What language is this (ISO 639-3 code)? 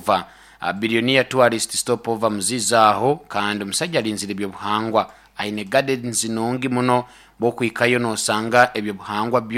nyo